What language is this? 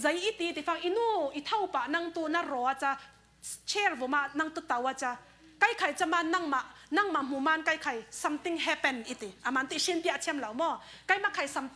Falam Chin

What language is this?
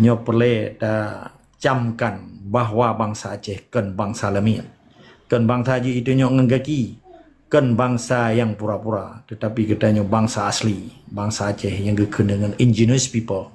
Achinese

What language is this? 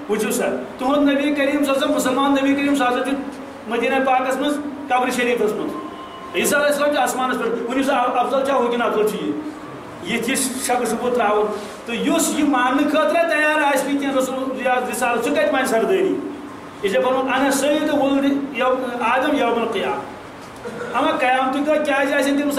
Kashmiri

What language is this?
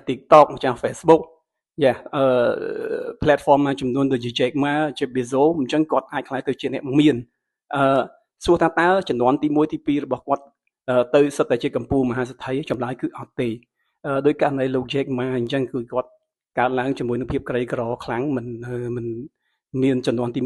Khmer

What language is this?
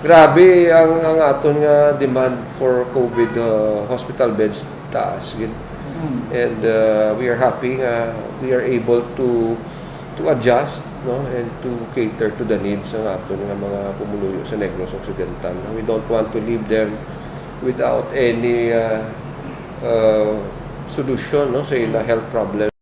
Hiligaynon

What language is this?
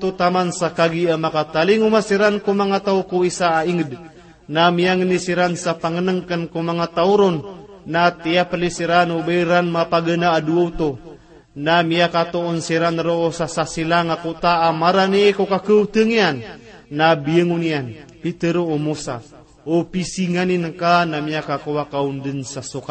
Maranao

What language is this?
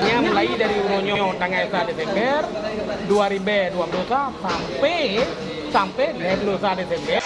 Achinese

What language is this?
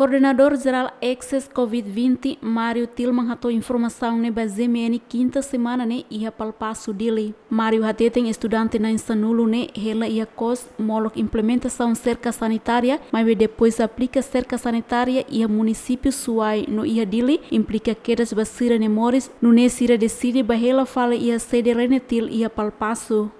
Tetum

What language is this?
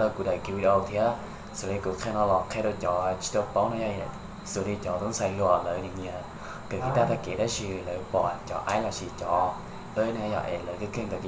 Hmong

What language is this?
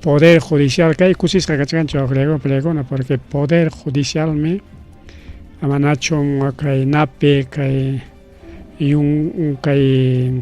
Ayacucho Quechua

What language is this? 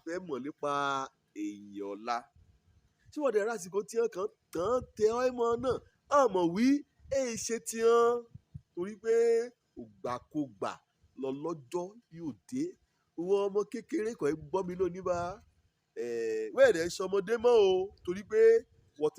Yoruba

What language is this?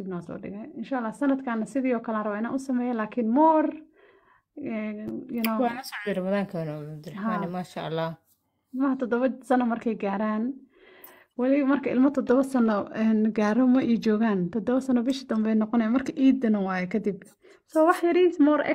Somali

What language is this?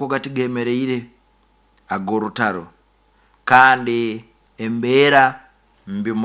Nyoro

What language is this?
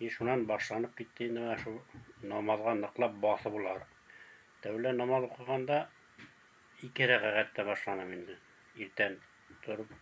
Bashkir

